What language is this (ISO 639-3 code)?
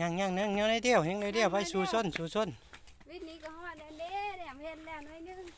lao